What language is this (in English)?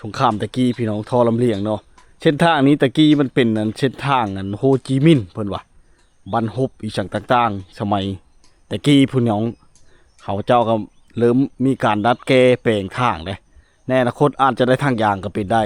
Lao